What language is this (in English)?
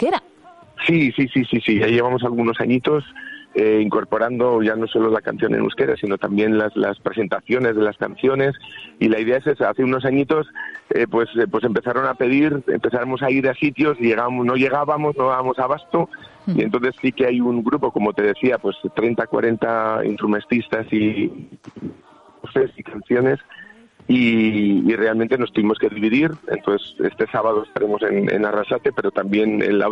Spanish